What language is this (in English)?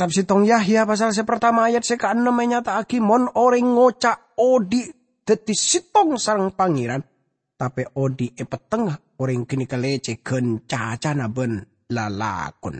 Madurese